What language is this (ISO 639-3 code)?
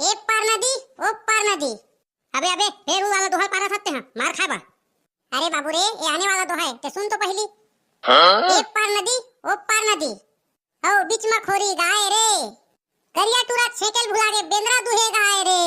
hne